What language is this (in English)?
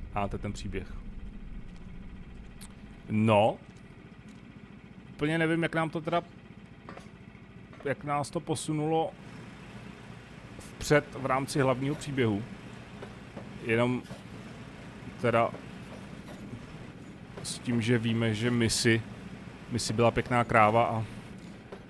Czech